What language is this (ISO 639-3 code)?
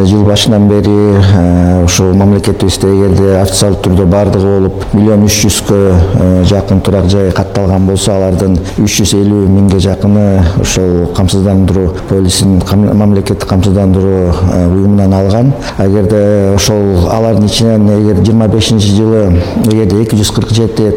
kir